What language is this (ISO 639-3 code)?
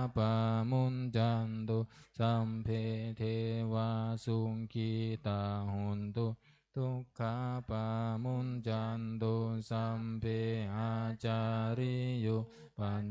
pli